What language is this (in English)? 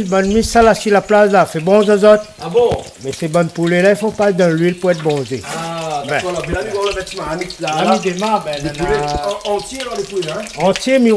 Réunion Creole French